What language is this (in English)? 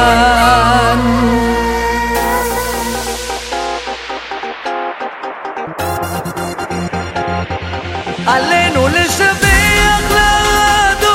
Hebrew